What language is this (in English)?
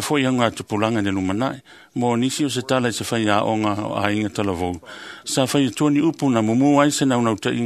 Samoan